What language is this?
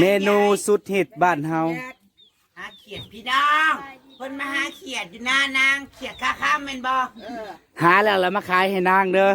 Northeastern Thai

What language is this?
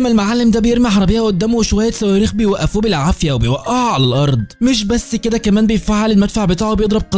Egyptian Arabic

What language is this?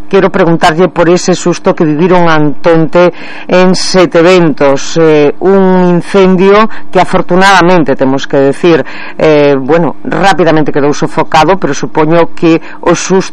Galician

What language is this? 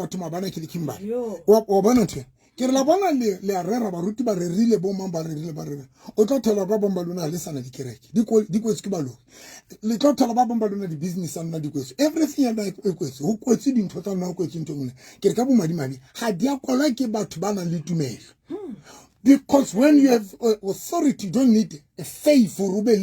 Southern Sotho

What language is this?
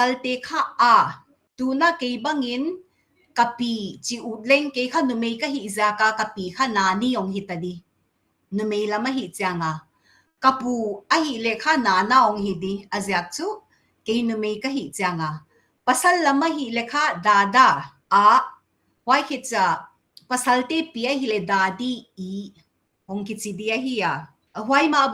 Paite Chin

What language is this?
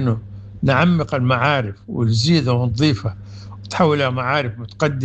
Sudanese Arabic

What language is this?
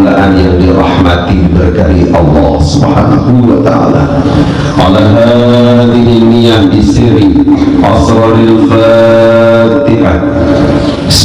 Sasak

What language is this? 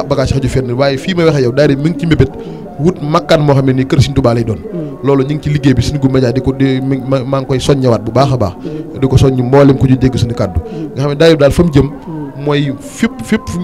Wolof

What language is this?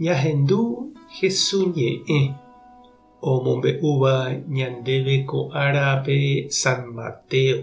Guarani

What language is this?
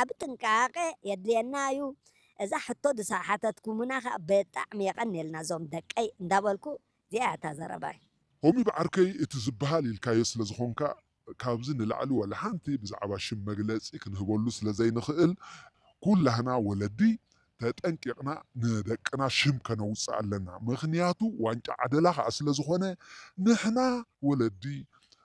Tigrinya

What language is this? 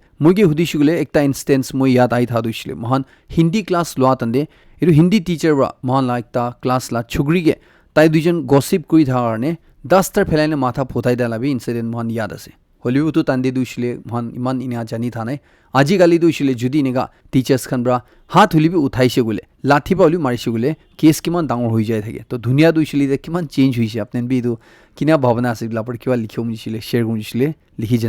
Naga Pidgin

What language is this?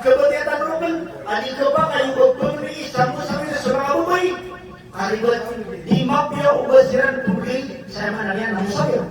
Maranao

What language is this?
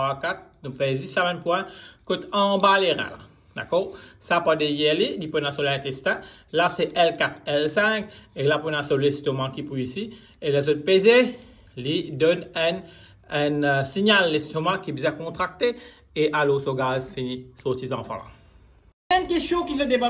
Morisyen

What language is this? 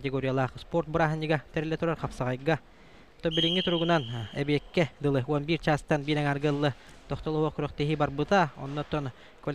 Yakut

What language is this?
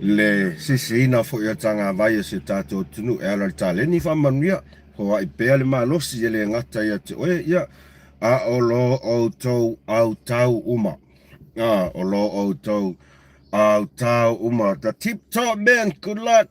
Samoan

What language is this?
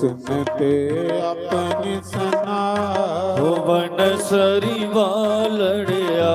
Dogri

